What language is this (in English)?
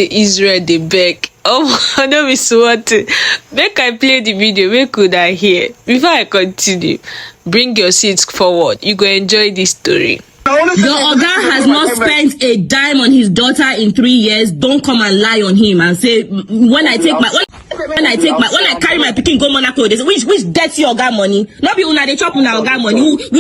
Nigerian Pidgin